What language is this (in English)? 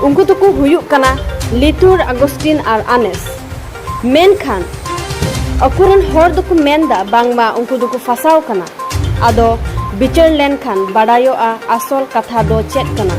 Santali